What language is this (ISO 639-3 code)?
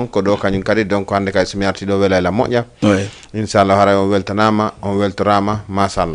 ful